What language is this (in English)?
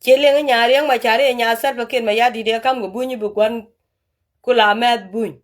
Nuer